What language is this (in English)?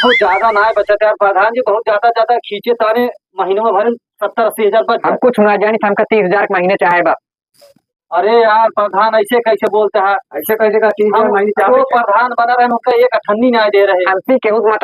Awadhi